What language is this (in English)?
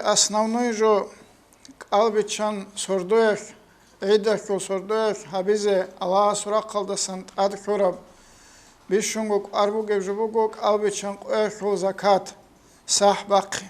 Avaric